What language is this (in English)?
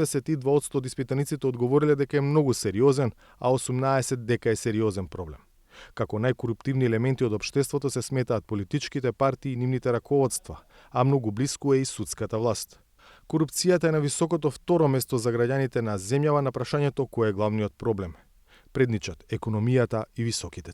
Macedonian